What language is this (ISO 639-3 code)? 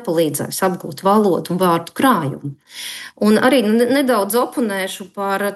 lav